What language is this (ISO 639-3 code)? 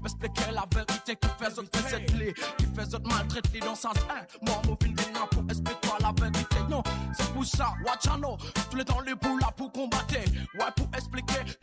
mfe